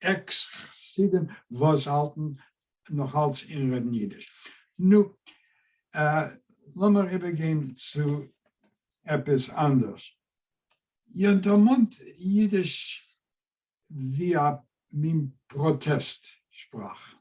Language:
Yiddish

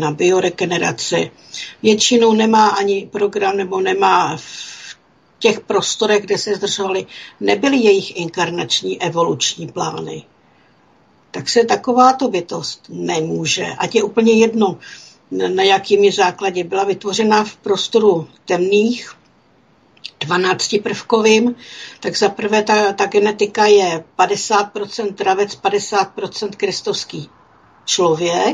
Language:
Czech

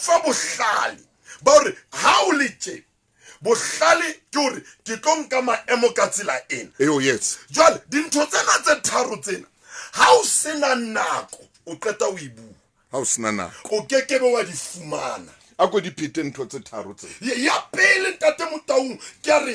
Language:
Southern Sotho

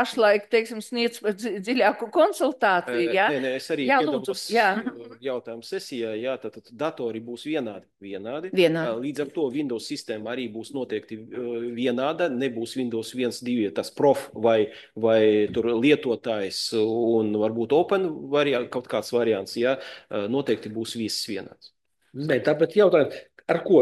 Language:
Latvian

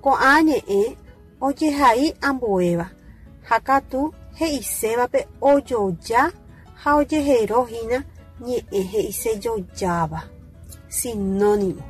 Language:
Guarani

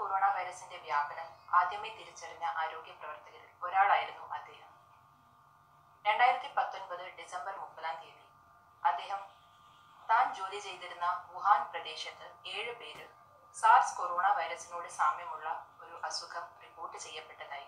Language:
Malayalam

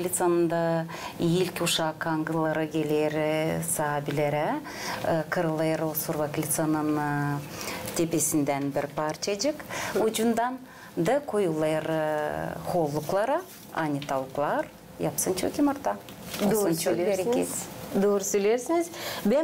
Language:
Gagauz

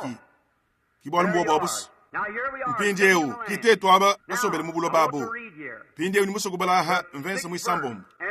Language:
Luba-Lulua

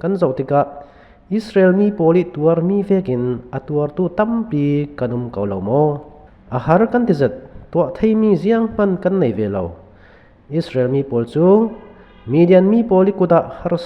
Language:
Falam Chin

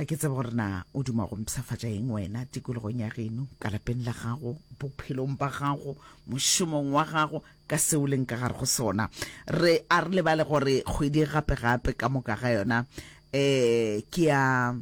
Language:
Northern Sotho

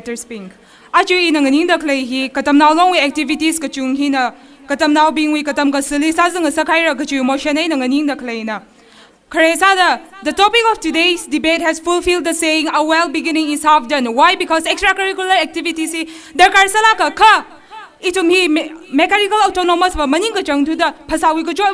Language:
Tangkhul Naga (India)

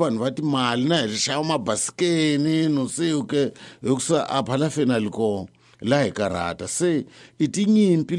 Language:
Tsonga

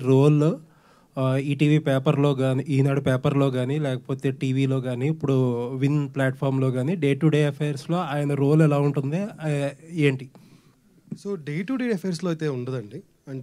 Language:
Telugu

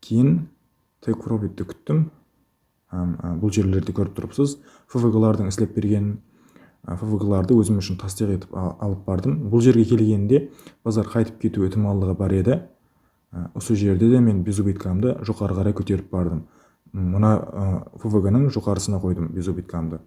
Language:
Kara-Kalpak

